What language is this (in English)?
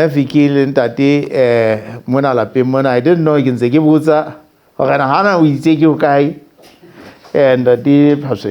Southern Sotho